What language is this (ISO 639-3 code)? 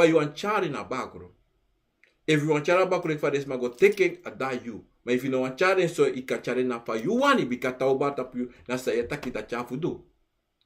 srn